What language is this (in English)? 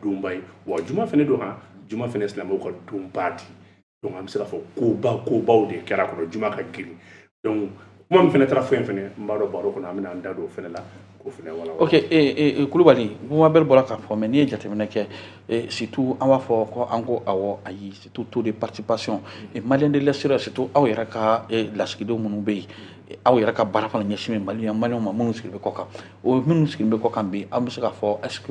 Bambara